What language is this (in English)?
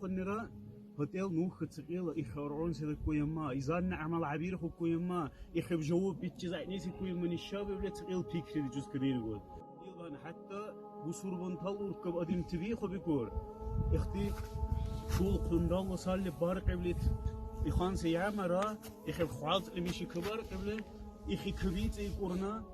Dargwa